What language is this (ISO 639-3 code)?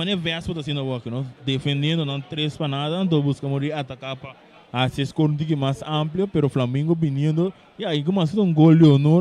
pap